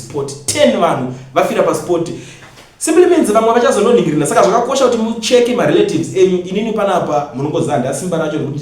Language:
Shona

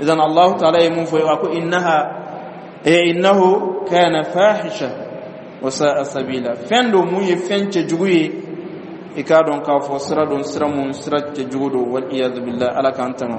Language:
Dyula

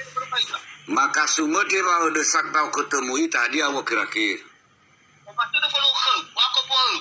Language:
Nias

